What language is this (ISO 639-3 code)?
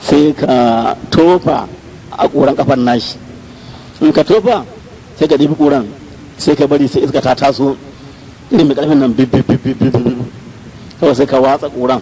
hau